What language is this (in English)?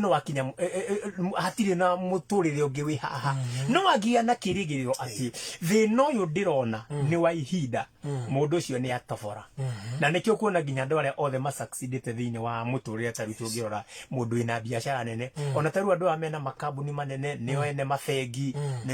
Kikuyu